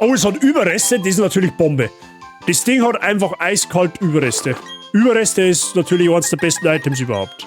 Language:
Bavarian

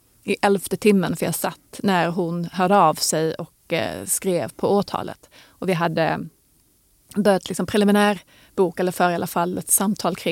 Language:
Swedish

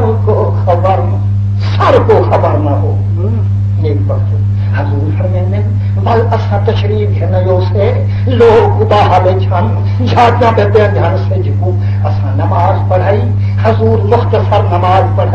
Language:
Saraiki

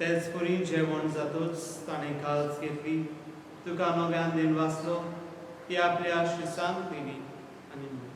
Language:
Konkani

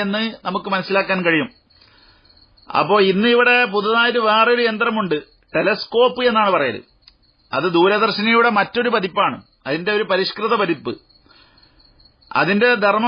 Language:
Malayalam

